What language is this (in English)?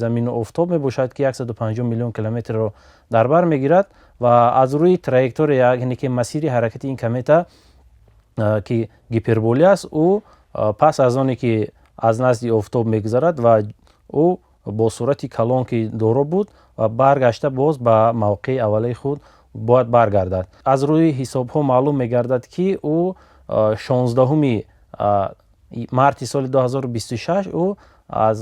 Tajik